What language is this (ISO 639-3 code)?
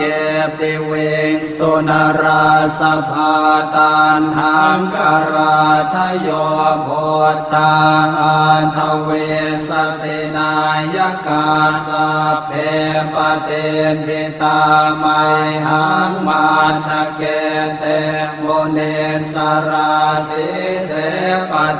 pli